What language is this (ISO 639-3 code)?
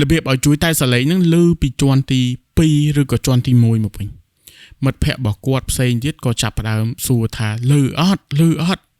khm